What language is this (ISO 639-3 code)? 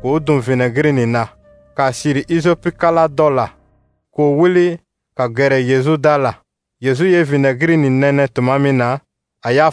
dyu